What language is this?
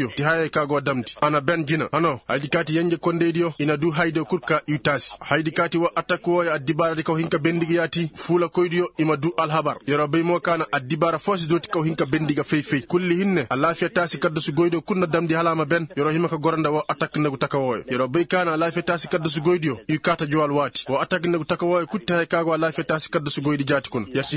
Koyraboro Senni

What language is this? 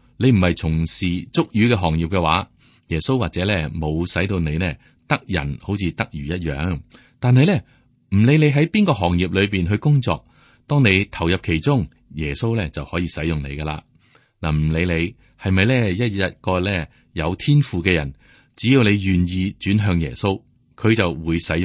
Cantonese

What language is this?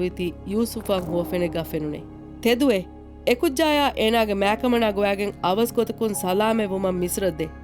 Divehi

